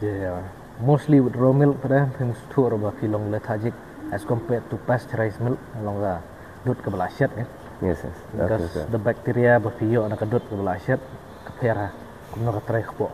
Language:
Khasi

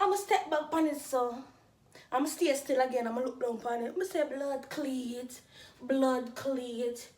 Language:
Jamaican Creole English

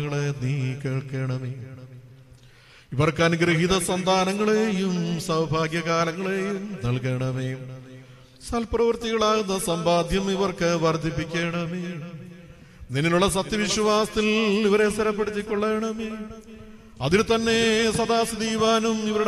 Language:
Malayalam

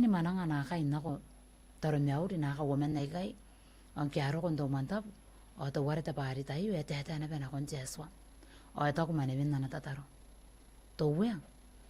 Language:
Gilbertese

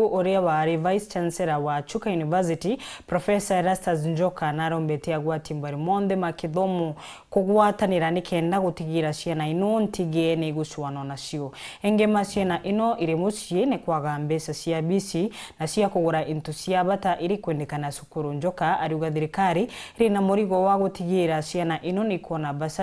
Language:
Meru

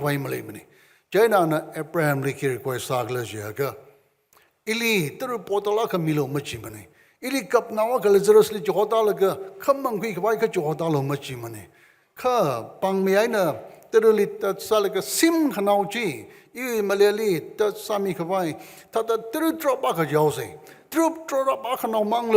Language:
Tangkhul Naga (India)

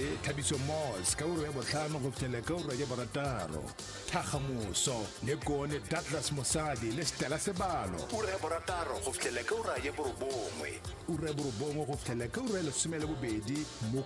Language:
Tswana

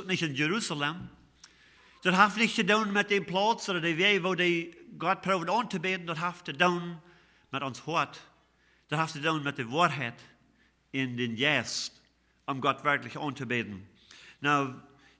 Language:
Plautdietsch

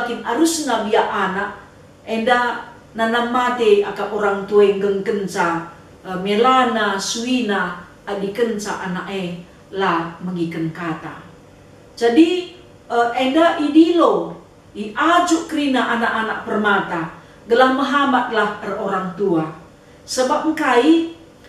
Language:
Batak Karo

